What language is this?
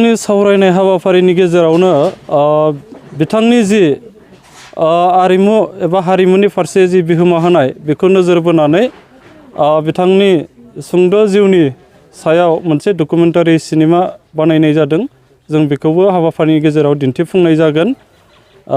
Bodo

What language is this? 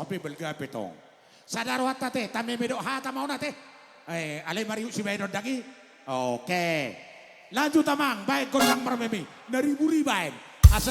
Batak Toba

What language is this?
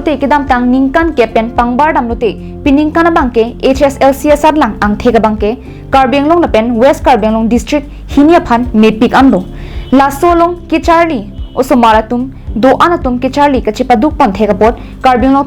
Karbi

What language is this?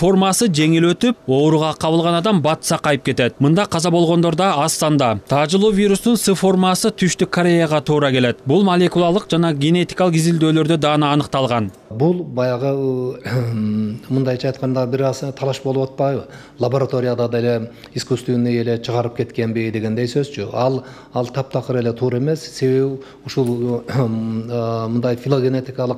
Kyrgyz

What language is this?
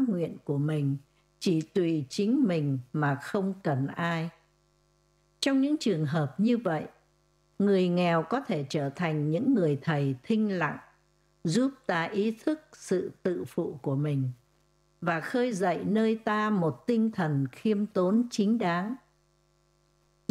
Vietnamese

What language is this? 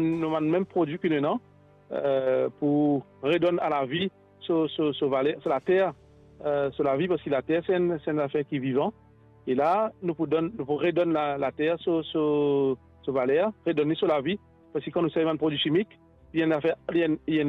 Morisyen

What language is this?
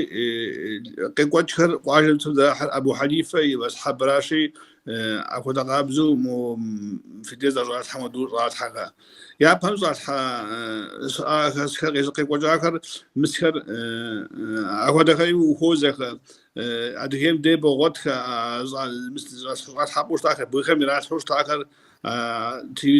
Kabardian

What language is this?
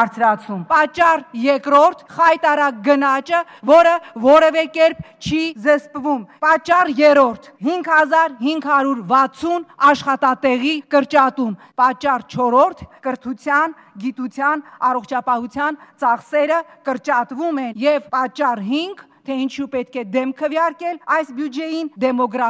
Armenian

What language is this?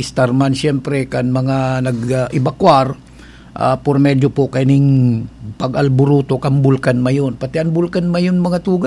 Bikol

